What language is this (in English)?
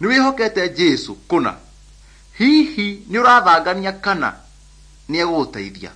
Kikuyu